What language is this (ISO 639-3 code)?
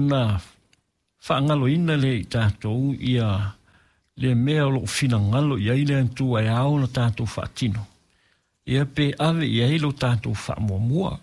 smo